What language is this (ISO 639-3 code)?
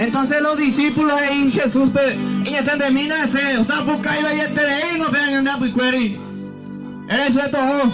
grn